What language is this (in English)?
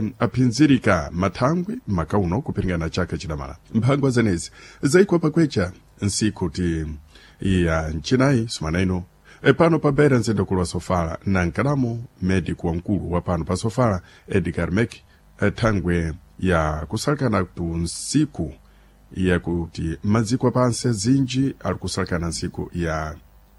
Sena